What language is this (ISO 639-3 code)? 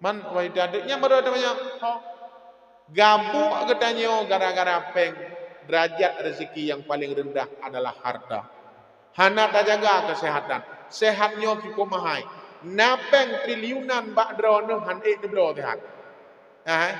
ace